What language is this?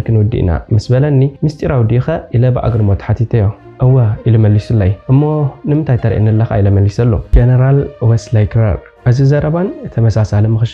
Tigrinya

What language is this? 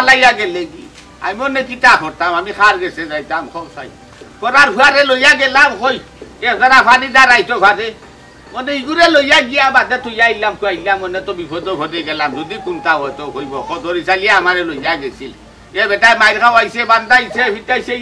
Sylheti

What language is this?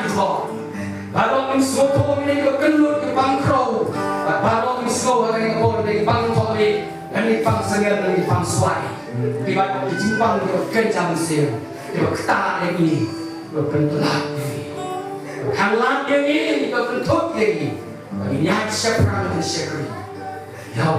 Khasi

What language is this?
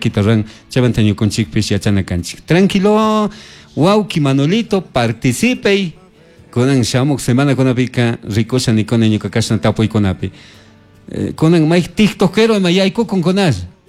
Chimborazo Highland Quichua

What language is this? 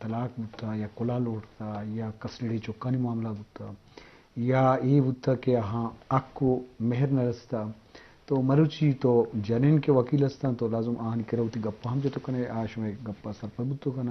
Eastern Balochi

